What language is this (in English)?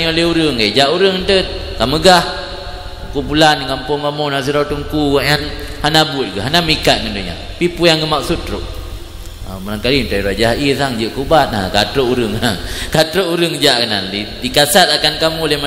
Achinese